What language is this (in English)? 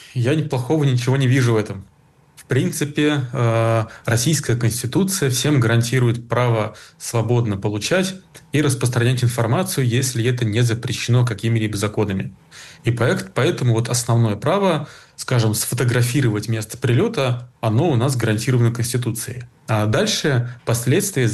Russian